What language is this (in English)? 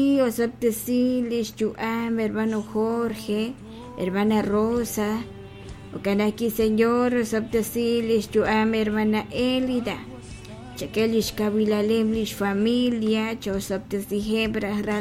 Kekchí